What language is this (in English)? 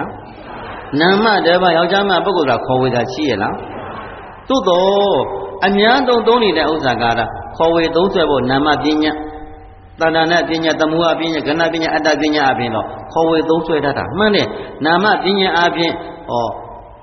Burmese